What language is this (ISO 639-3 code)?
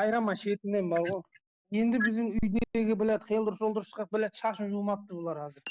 kaa